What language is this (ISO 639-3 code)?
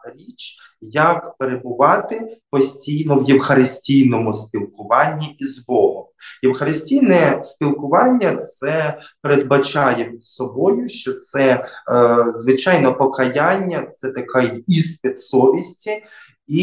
ukr